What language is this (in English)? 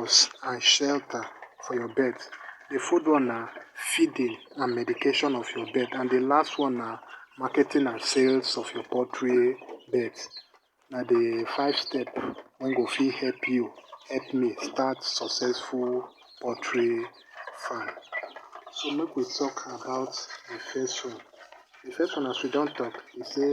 Nigerian Pidgin